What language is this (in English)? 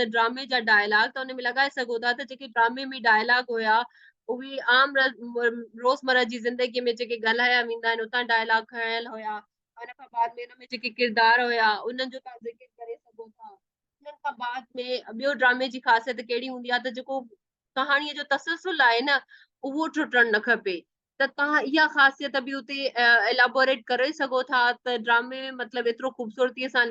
Sindhi